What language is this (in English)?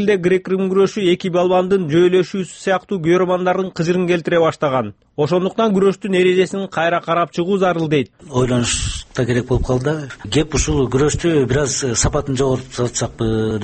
Kyrgyz